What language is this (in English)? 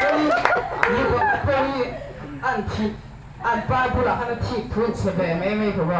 Mizo